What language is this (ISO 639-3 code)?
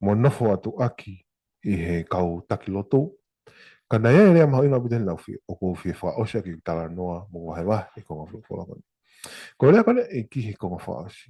ton